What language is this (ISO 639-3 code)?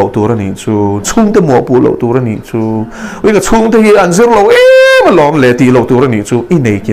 lus